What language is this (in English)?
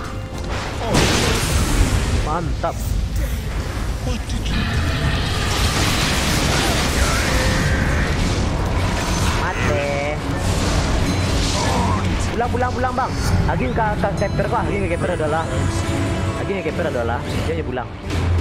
Malay